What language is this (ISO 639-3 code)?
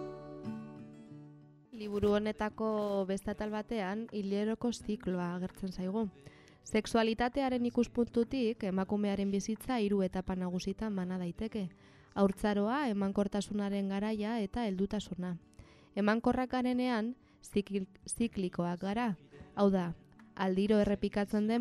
eus